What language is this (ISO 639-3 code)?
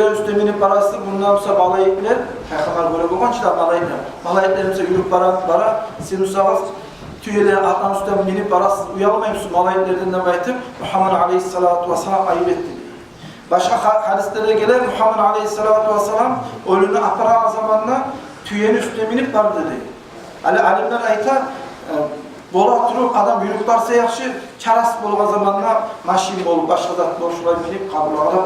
kum